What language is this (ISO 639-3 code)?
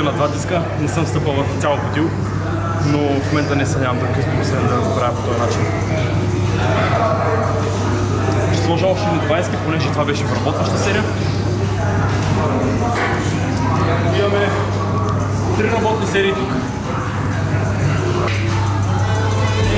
bul